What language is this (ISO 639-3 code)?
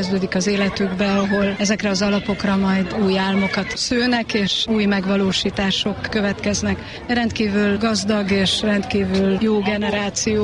hun